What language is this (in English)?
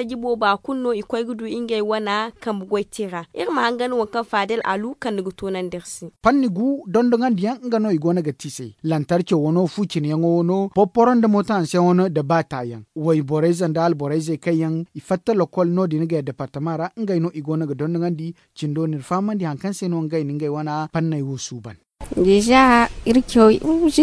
Zarma